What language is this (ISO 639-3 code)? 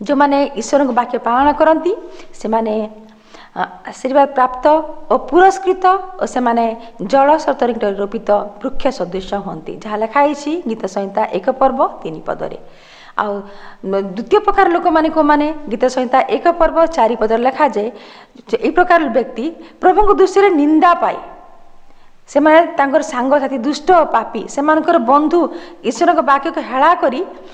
ori